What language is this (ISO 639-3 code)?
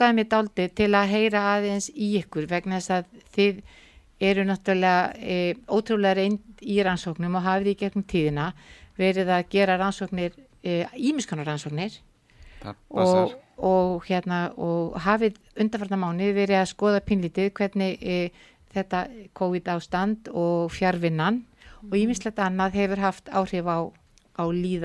isl